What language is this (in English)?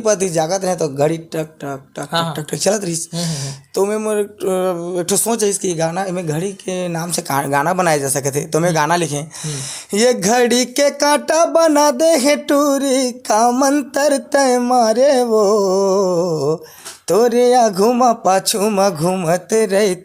Chhattisgarhi